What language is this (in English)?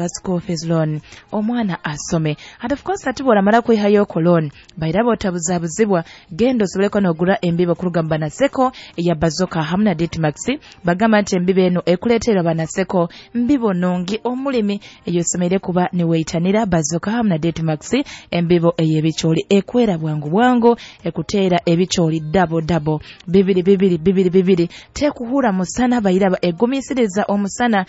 Nyoro